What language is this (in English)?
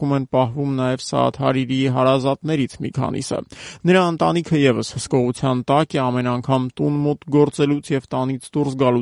Armenian